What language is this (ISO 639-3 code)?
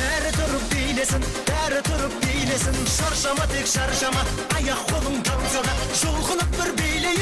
kaa